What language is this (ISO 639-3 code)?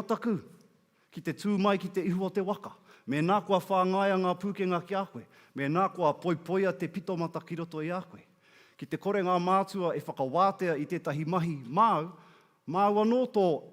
mri